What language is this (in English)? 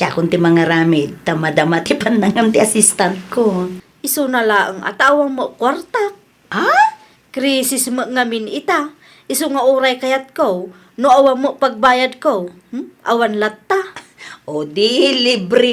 Iloko